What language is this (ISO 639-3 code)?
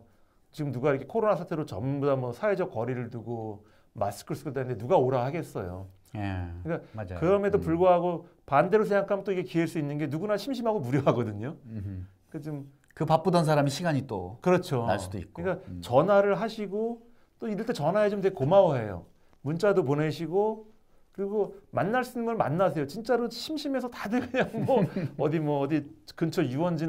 kor